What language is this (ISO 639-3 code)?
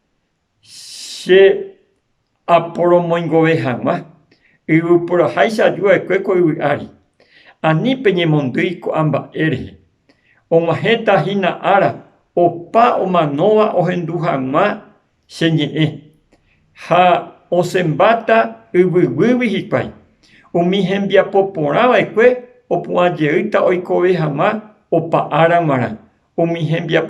grn